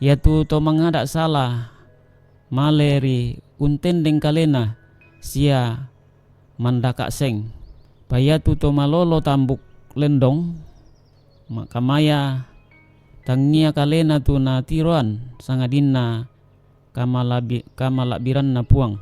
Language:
Toraja-Sa'dan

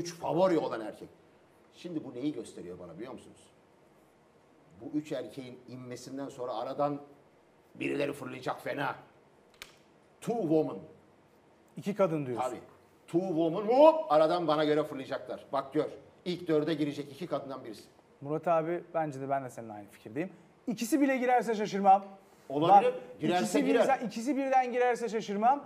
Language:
Turkish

